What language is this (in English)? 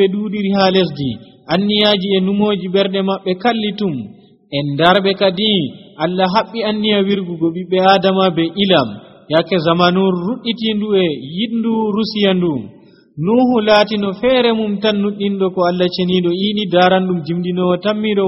Nigerian Fulfulde